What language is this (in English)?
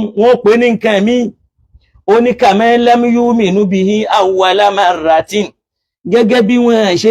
Yoruba